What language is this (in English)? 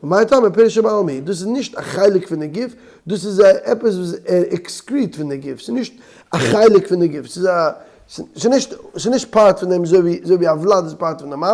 Yiddish